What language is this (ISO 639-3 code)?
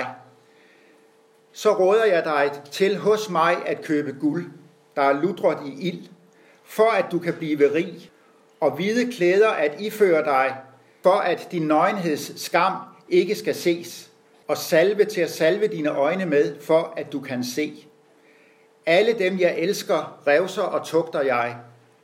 dan